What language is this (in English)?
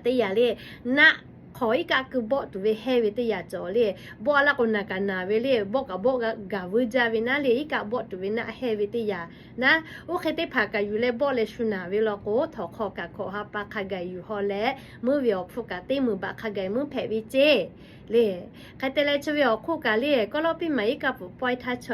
Lahu